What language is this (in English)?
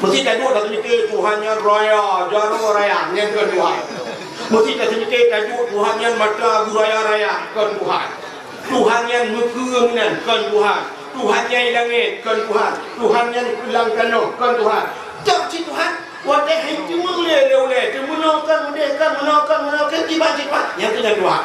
Achinese